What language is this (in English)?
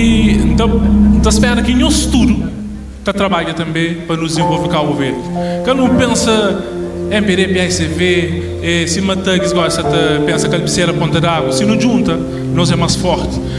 Kabuverdianu